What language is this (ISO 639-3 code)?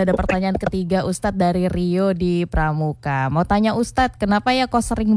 ind